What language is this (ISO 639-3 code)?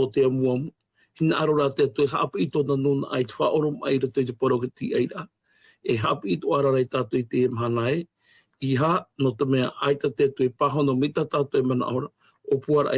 tah